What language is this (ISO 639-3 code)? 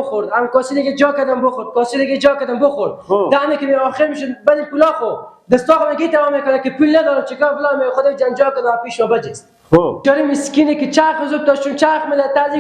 fas